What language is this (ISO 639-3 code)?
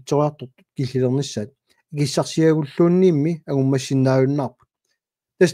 kal